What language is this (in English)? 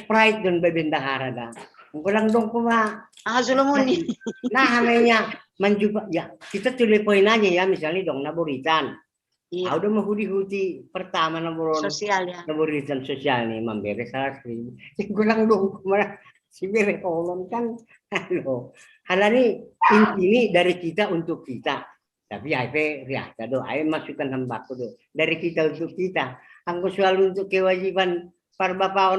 Batak Simalungun